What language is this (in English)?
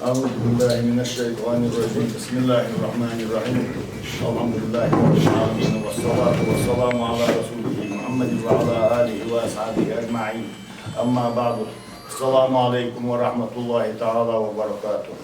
Ingush